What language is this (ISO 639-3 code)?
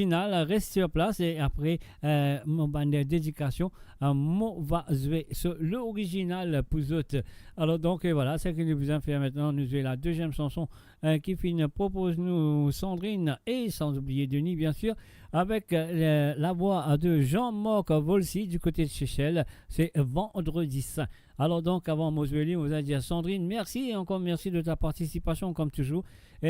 mfe